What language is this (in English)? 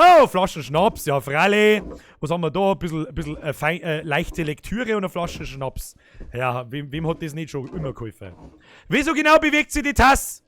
Bavarian